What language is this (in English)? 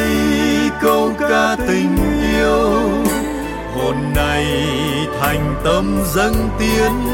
Vietnamese